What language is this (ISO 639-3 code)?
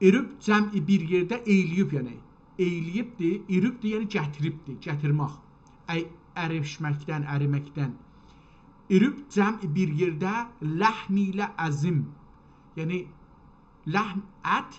azb